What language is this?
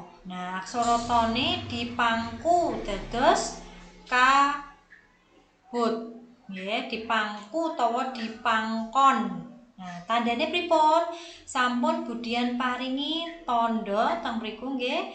Javanese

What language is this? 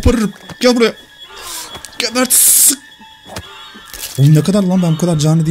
Turkish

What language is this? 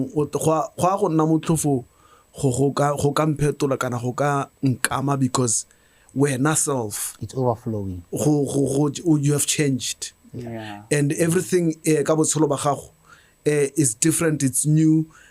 Tswana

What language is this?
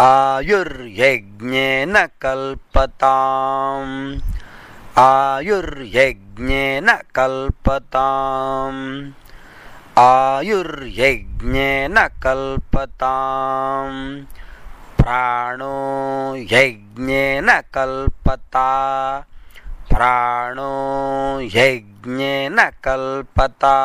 Sanskrit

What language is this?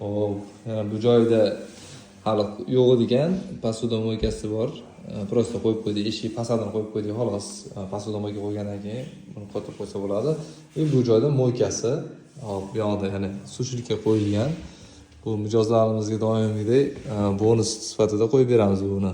Uzbek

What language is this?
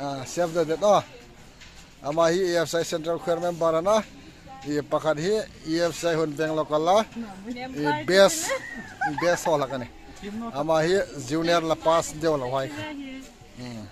Hmar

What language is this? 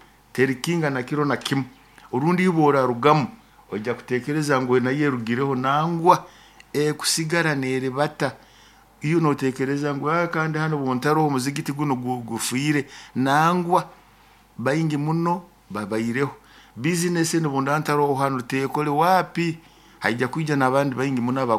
Nyoro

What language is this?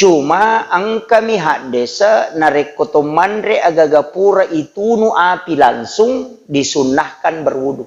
Buginese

